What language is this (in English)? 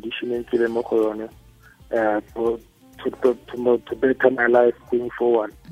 Tswana